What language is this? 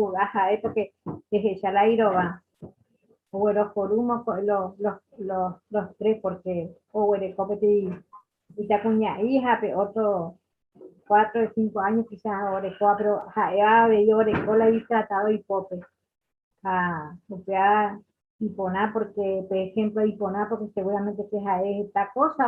Guarani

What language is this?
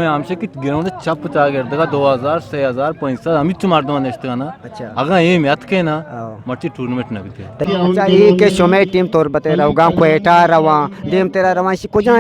Eastern Balochi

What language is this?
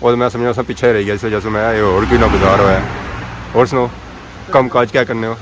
Pahari-Potwari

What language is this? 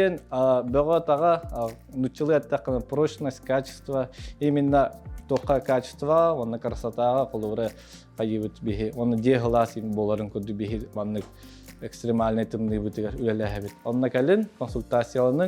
Yakut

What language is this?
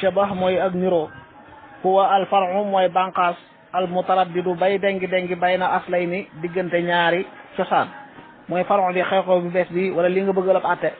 Wolof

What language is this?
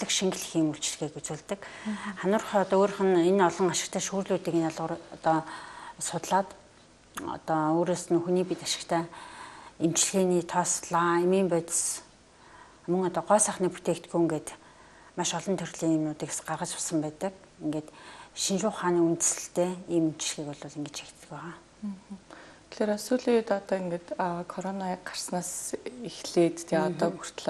Mongolian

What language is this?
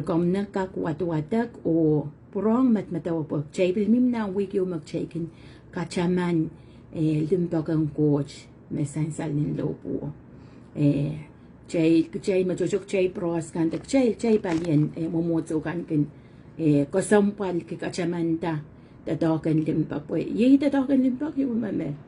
Pohnpeian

